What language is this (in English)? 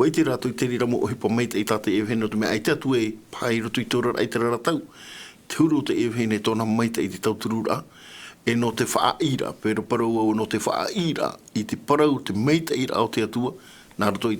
Tahitian